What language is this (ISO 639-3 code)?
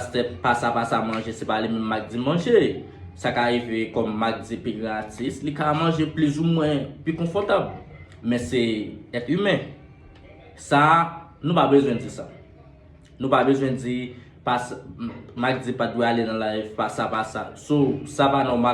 hat